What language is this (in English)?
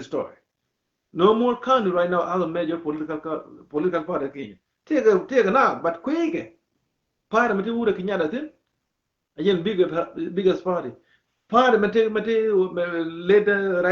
Nuer